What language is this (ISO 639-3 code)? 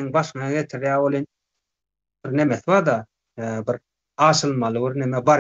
tuk